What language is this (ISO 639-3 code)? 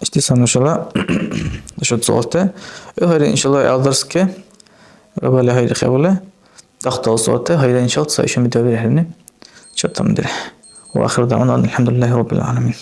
dar